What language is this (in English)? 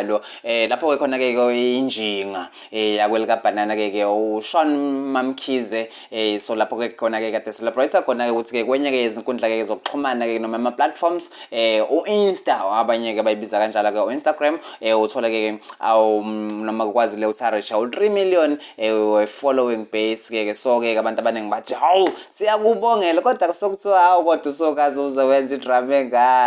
Zulu